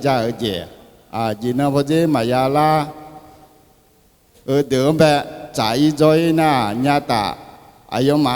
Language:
Akha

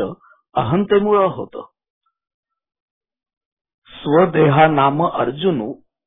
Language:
Marathi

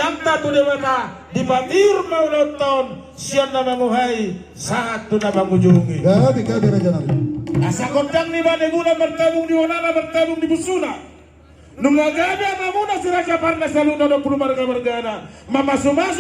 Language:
Batak Toba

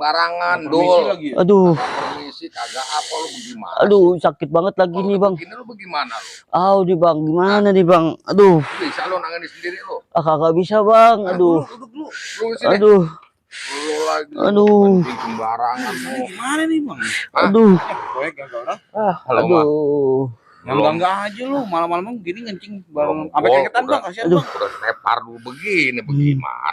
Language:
Betawi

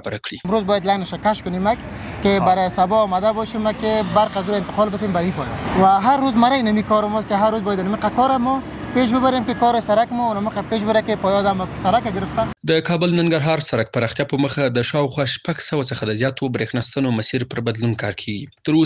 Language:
Pashto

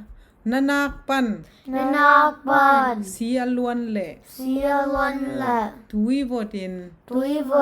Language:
Tedim Chin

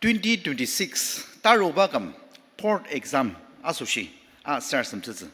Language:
Ao Naga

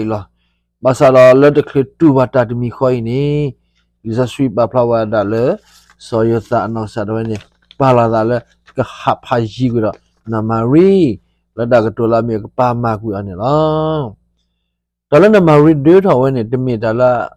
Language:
S'gaw Karen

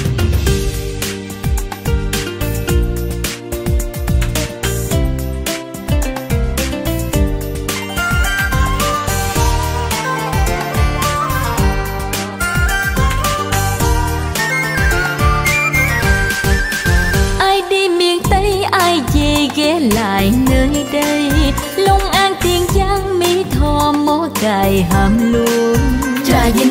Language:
Vietnamese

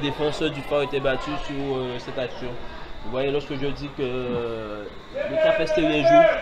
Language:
French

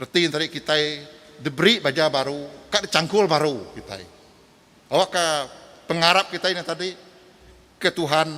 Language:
Iban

